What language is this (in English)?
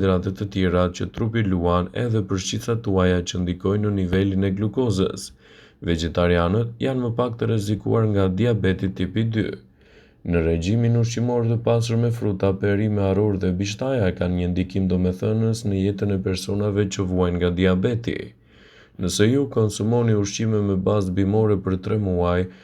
Albanian